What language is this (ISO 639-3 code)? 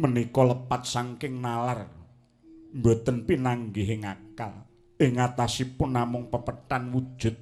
jav